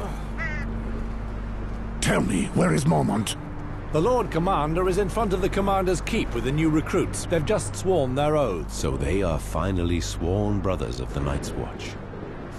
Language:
English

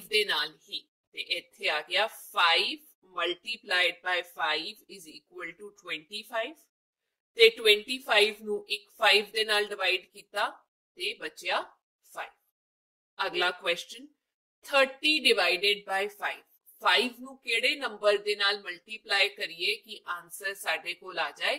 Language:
Punjabi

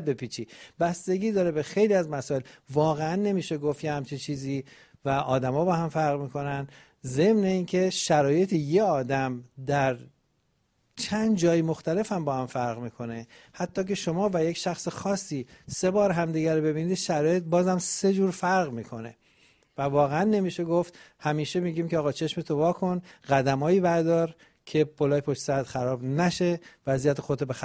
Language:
Persian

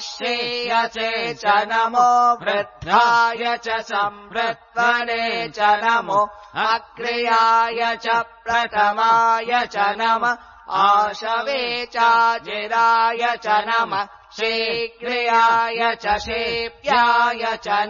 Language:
Sanskrit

